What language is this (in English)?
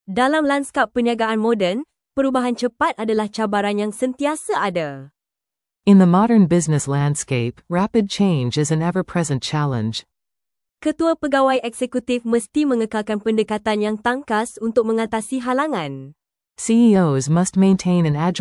Malay